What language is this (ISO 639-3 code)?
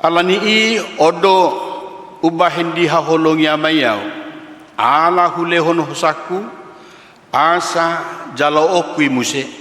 bbc